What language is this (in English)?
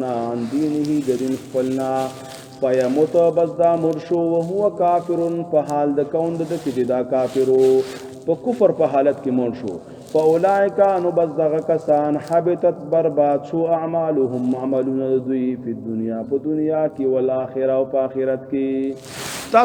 Pashto